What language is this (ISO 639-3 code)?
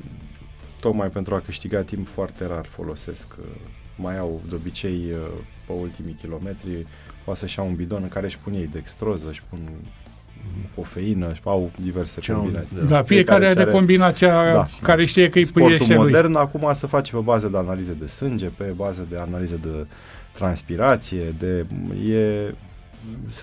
ron